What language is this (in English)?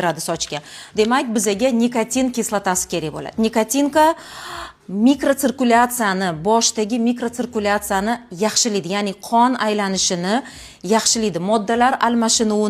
Uzbek